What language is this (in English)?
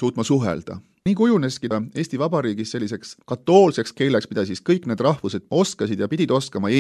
Estonian